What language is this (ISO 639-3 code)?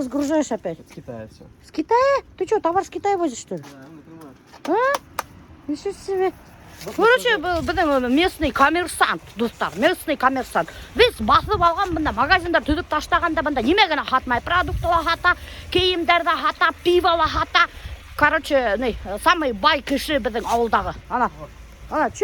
bak